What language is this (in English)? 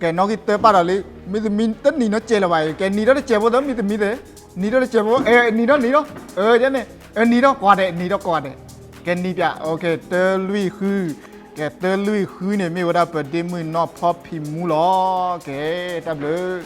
S'gaw Karen